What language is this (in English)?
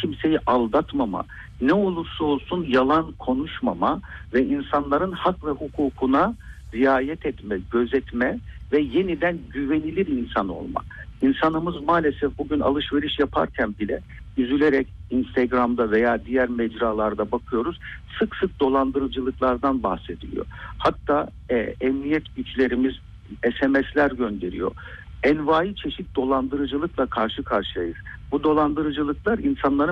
Turkish